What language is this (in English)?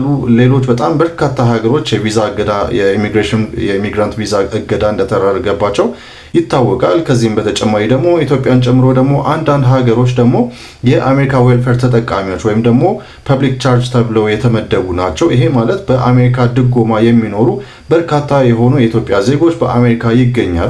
Amharic